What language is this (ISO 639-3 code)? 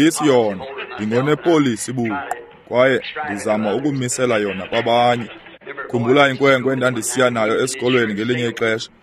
xho